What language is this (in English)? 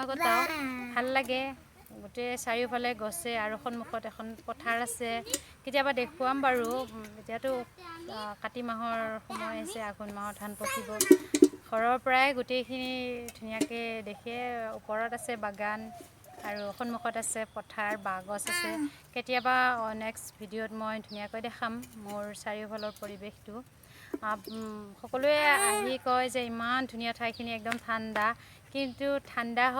Assamese